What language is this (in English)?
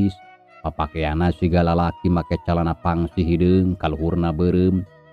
Sundanese